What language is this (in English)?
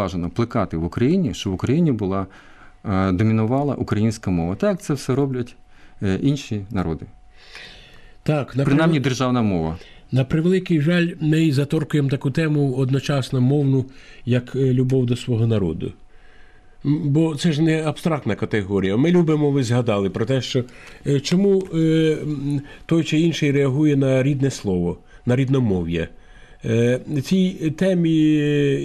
Ukrainian